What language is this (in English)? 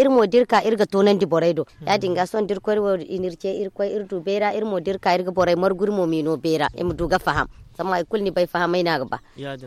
Zarma